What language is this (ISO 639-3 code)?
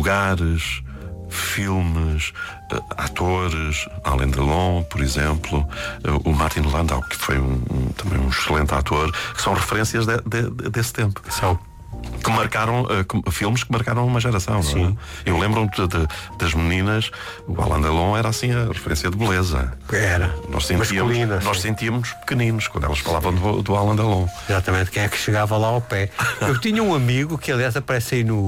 por